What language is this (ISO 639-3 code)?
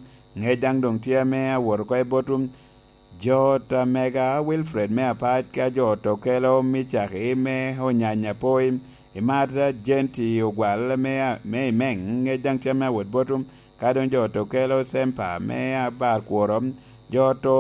laj